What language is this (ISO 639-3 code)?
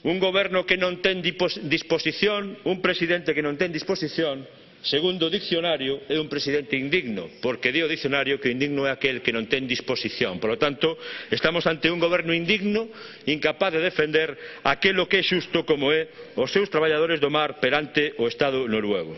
glg